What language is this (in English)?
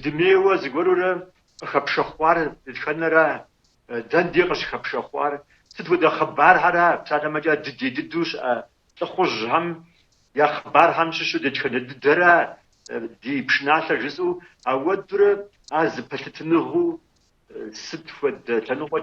Kabardian